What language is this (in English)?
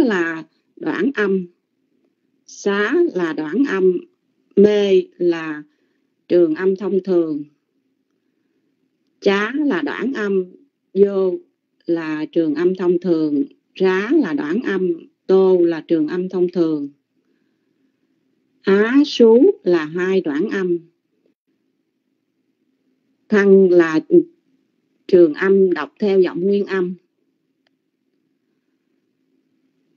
Vietnamese